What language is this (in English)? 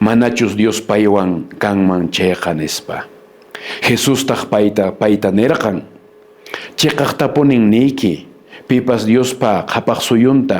Quechua